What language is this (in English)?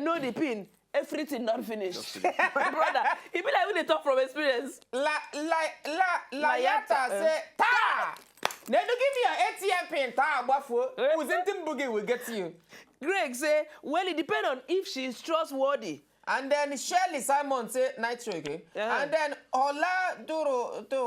Nigerian Pidgin